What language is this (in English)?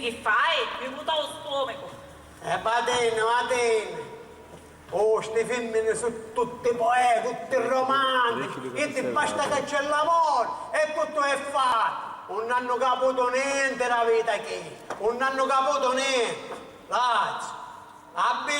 Sicilian